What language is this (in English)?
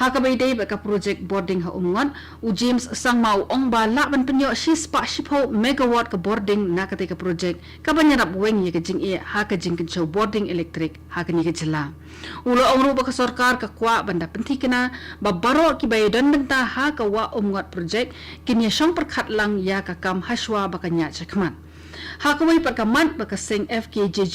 Khasi